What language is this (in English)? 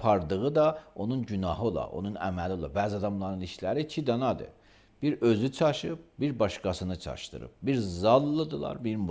Azerbaijani